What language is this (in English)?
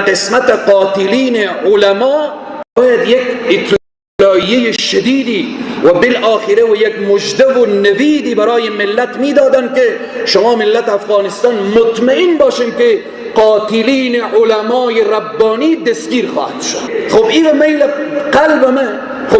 Persian